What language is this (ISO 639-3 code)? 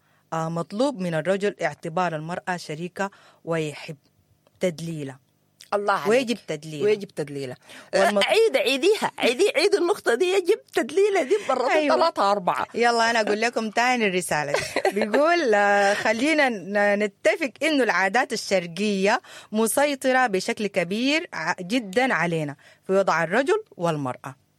apd